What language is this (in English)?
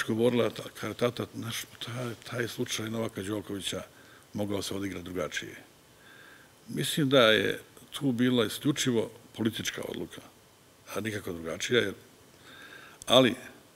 Serbian